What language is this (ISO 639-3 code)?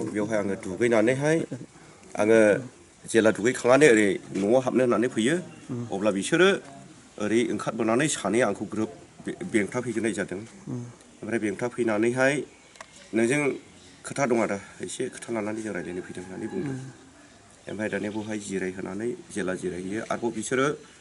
brx